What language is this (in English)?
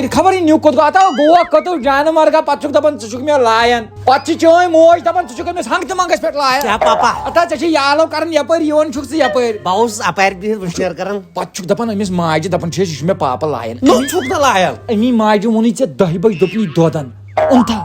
Kashmiri